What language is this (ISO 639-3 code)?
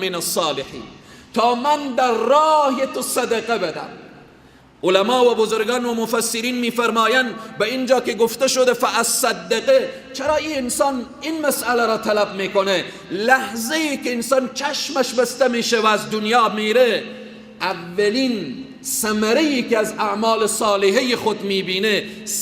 fas